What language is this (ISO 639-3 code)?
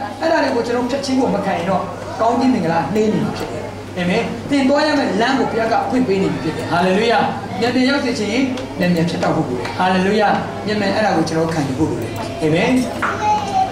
mya